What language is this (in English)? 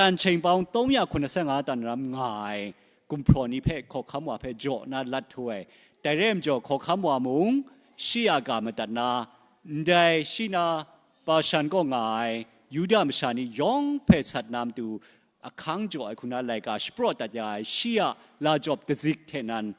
Kachin